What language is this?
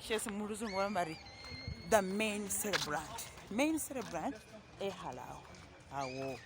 Masaaba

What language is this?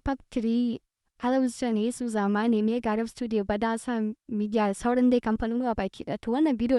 Hausa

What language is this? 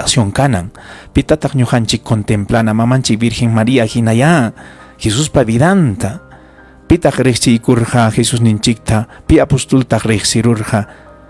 Ayacucho Quechua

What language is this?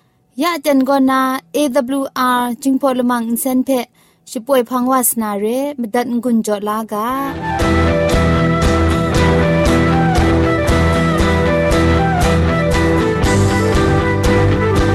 Thai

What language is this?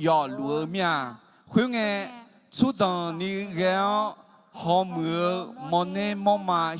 Akha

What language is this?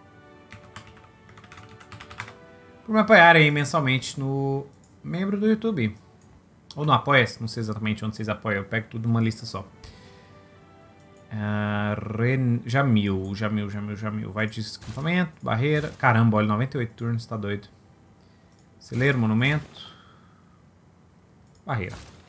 Portuguese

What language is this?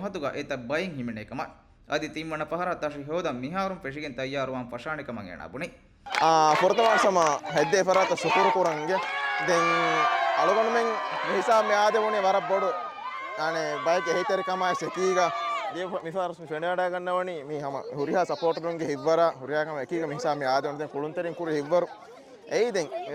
Divehi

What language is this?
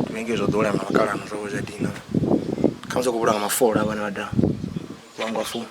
Venda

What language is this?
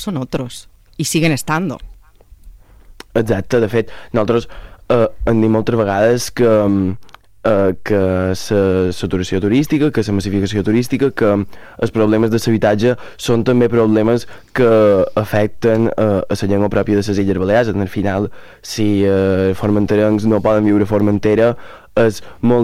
Catalan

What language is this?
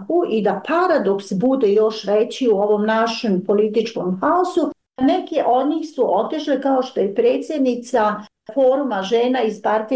Bosnian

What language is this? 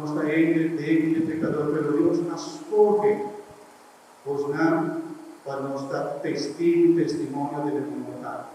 Papiamento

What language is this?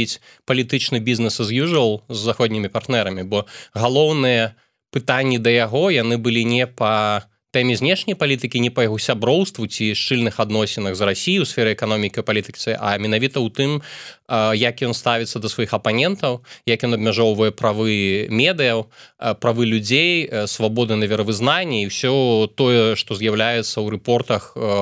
Belarusian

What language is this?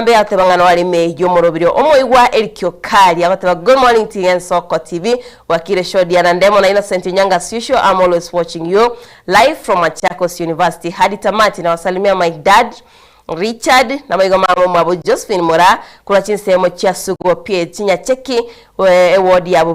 Gusii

